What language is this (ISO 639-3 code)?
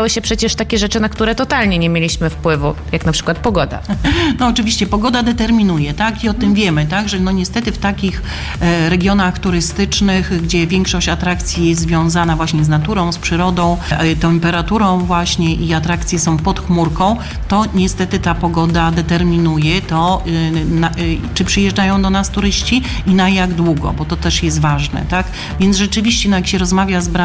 pol